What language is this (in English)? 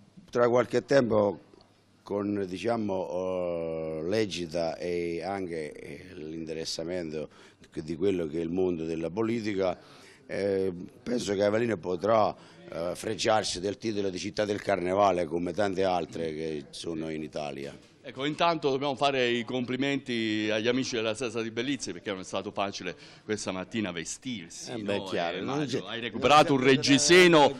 Italian